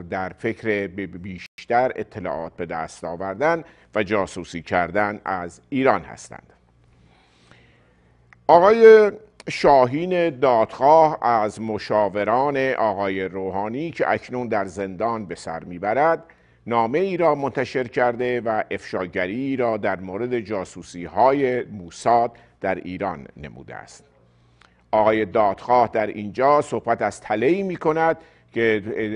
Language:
Persian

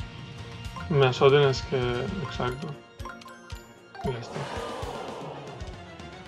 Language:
Spanish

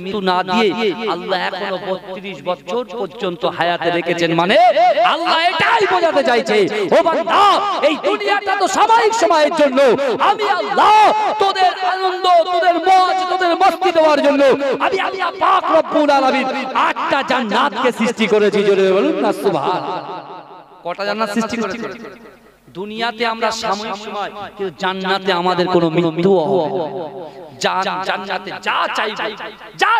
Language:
Bangla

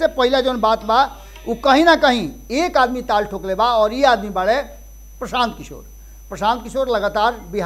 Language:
Bhojpuri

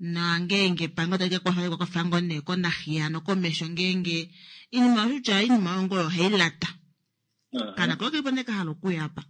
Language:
Kuanyama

